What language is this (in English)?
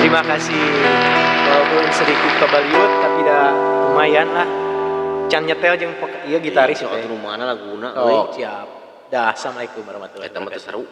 Sundanese